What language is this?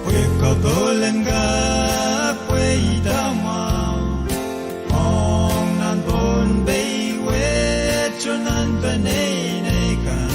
Pohnpeian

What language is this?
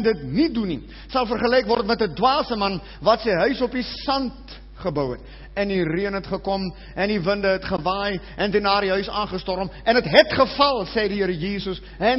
Afrikaans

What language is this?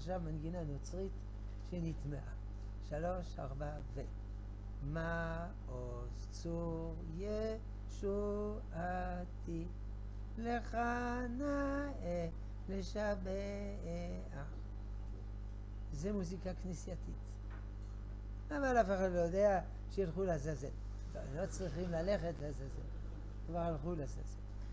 Hebrew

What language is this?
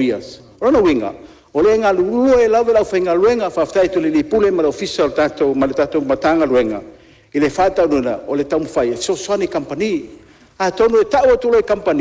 Samoan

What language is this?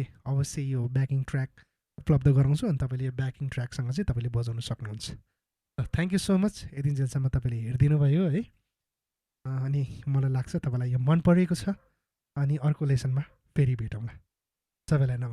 Nepali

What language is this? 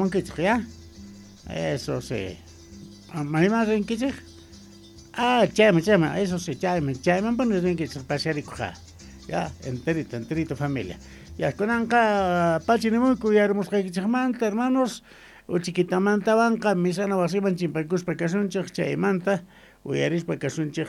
Quechua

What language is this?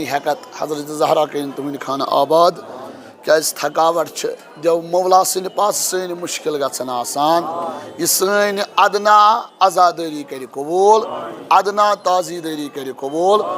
Kashmiri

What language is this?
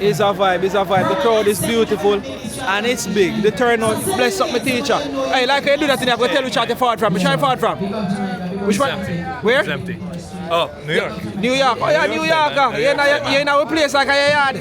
Jamaican Creole English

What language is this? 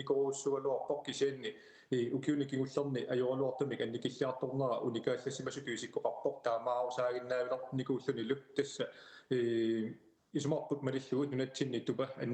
Kalaallisut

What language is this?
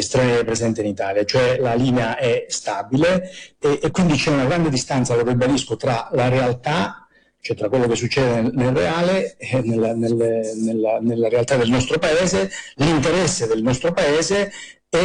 Italian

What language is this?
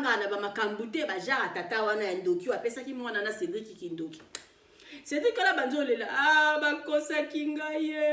Lingala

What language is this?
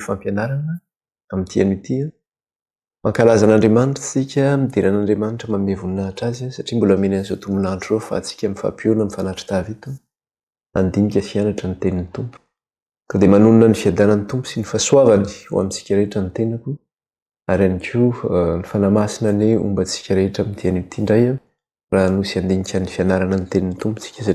Malagasy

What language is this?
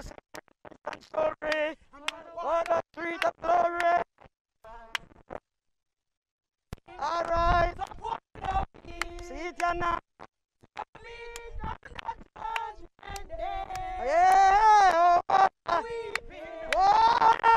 English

